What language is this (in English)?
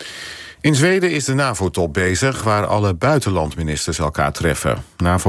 Dutch